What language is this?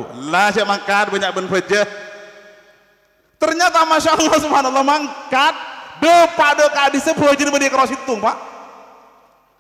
Madurese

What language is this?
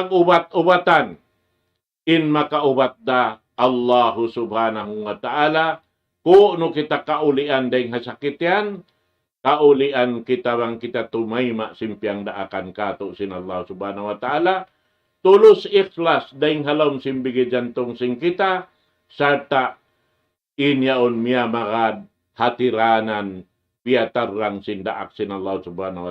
Tausug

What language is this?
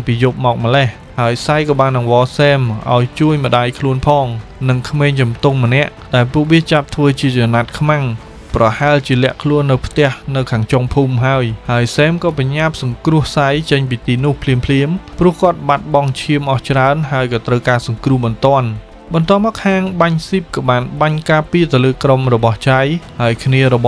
Khmer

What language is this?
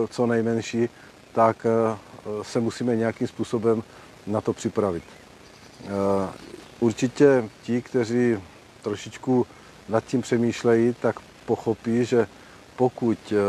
Czech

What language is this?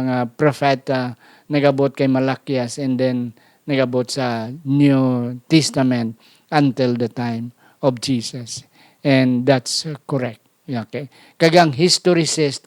Hiligaynon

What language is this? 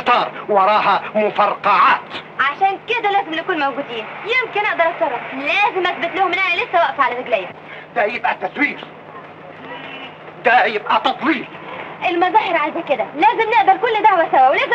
Egyptian Arabic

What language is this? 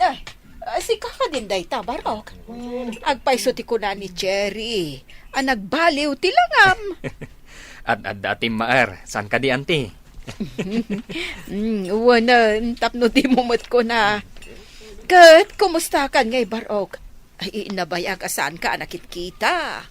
Iloko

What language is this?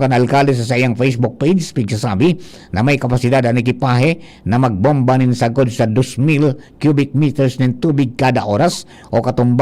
Bikol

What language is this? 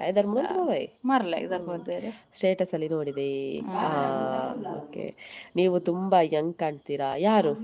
Tulu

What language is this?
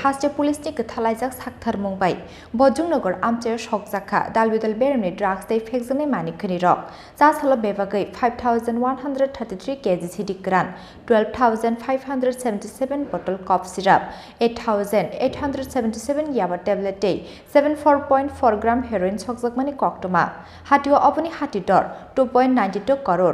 Kok Borok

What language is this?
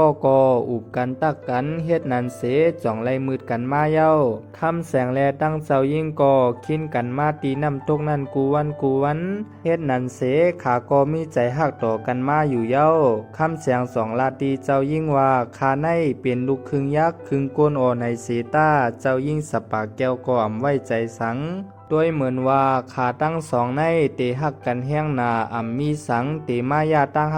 Shan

